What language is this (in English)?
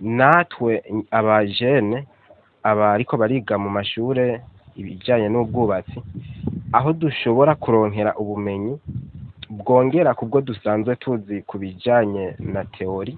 Rundi